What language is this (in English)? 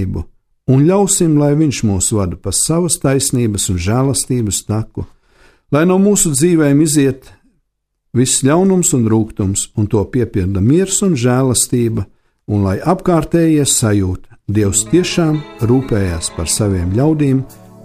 Latvian